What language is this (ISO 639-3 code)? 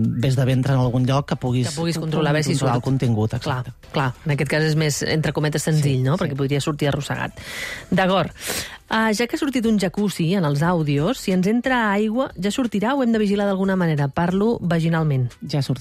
cat